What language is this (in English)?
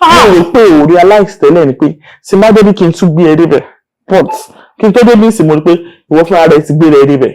Yoruba